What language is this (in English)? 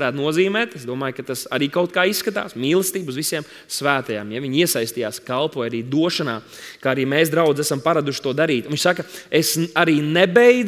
Latvian